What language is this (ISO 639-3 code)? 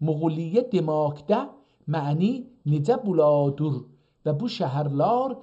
azb